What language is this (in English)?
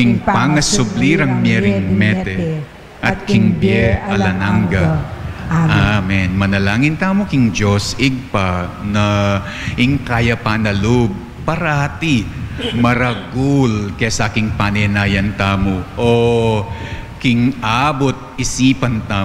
Pampanga